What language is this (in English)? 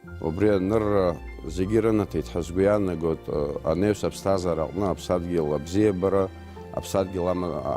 Abkhazian